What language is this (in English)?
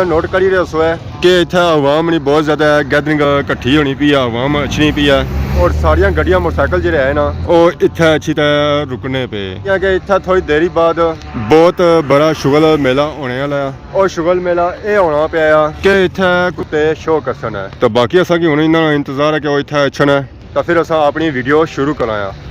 Pahari-Potwari